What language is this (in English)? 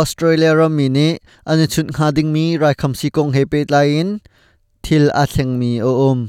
Hakha Chin